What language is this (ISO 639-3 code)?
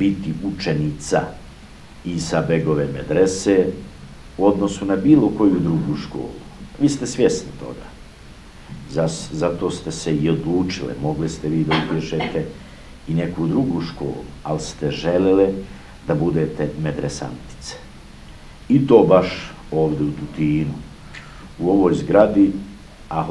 bos